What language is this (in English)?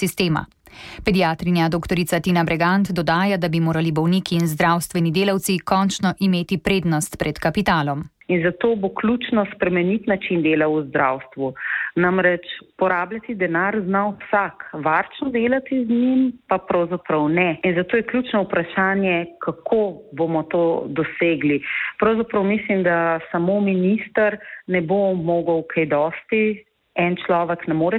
Slovenian